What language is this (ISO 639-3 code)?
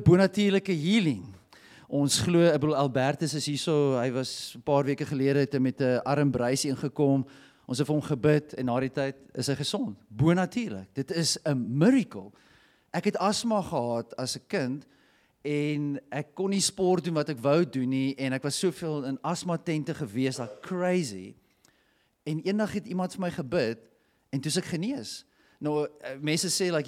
afr